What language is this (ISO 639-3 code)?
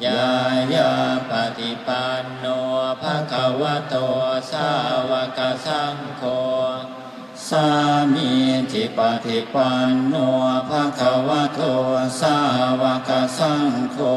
pli